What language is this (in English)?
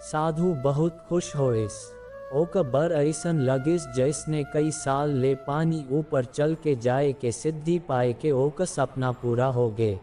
Chhattisgarhi